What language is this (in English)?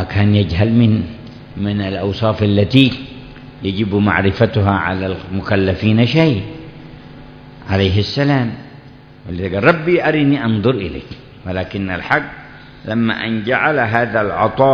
Arabic